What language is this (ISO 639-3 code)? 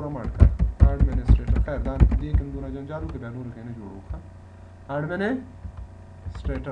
pus